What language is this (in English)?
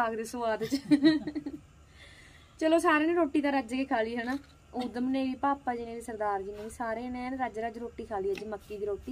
Punjabi